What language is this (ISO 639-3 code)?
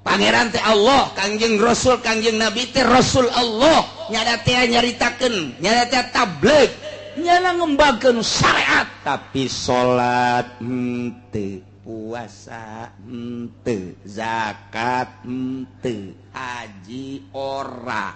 sun